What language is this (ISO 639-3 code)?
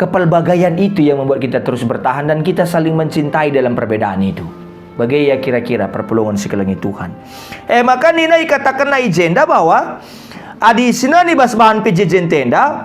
btx